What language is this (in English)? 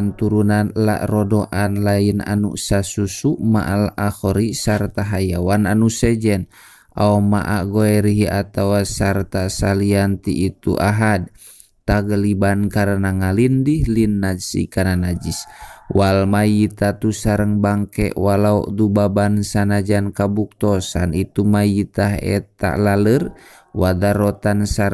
Sundanese